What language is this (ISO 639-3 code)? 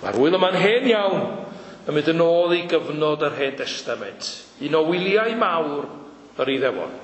cym